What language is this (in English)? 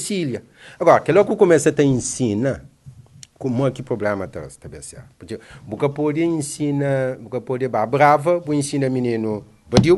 Kabuverdianu